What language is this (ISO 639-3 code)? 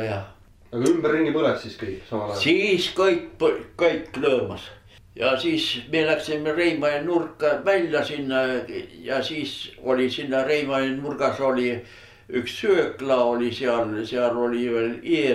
est